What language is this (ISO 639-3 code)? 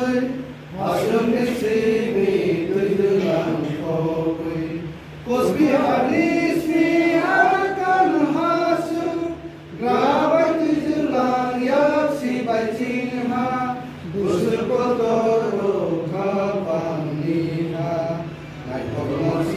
ria